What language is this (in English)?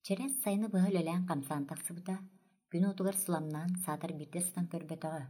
Yakut